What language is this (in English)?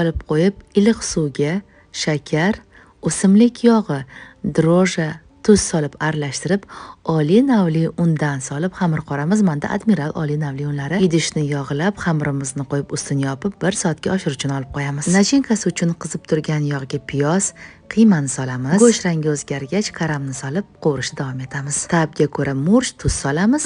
Uzbek